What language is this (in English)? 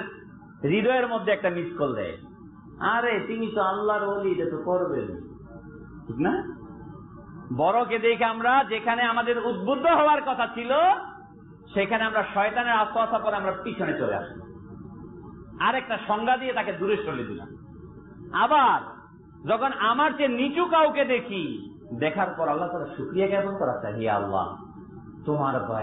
Bangla